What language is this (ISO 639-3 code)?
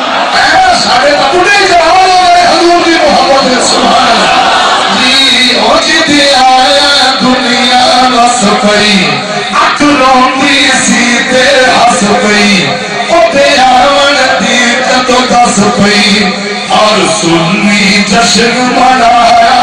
skr